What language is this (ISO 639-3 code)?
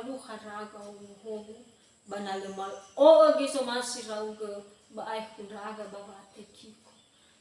nia